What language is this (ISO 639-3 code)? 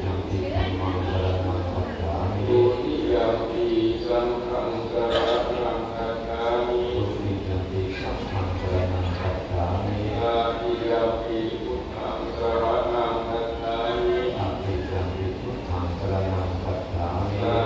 pli